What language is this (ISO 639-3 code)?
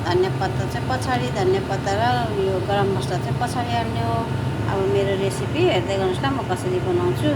nep